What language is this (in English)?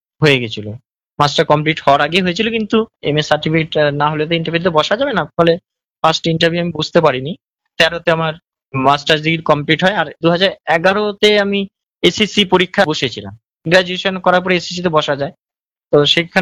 Bangla